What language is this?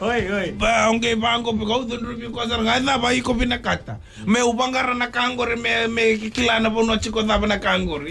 Fijian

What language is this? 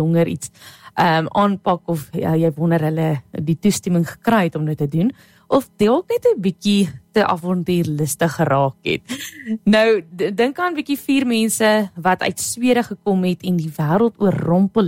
Afrikaans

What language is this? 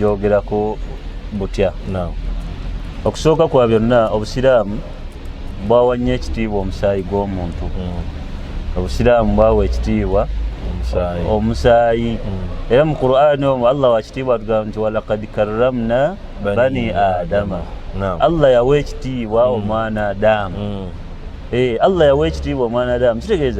Ganda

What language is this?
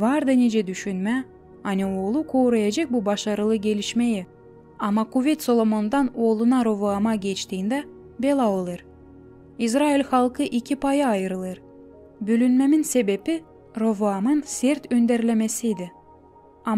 Gagauz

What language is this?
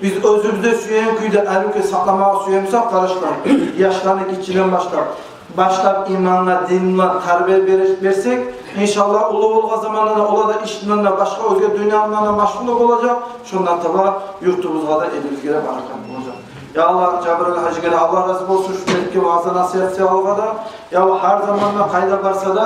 Kumyk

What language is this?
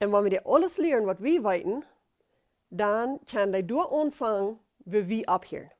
Plautdietsch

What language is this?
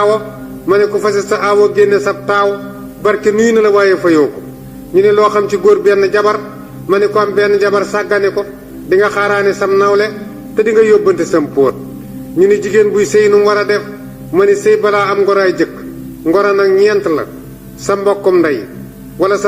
Wolof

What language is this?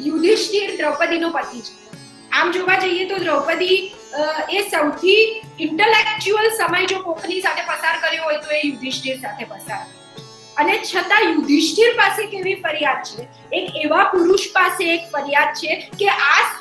Gujarati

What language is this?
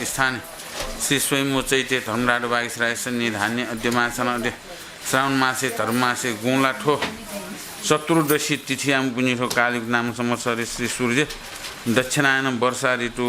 Newari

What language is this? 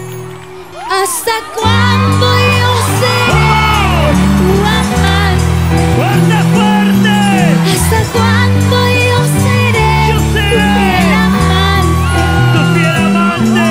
Spanish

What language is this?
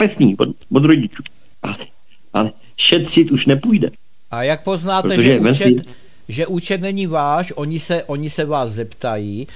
Czech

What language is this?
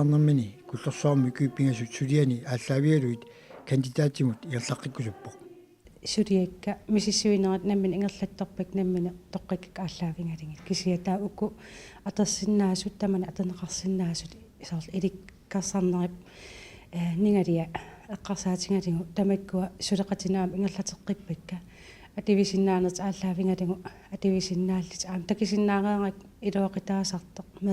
Kalaallisut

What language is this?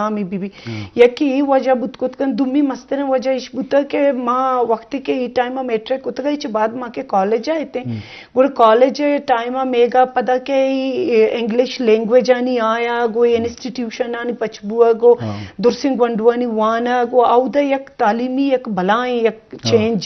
Eastern Balochi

